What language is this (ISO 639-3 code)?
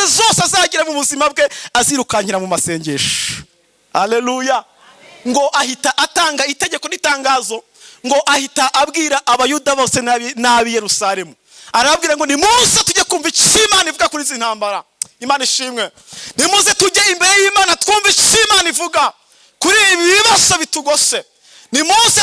kin